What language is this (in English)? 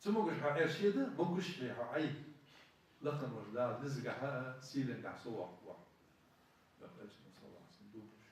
Ingush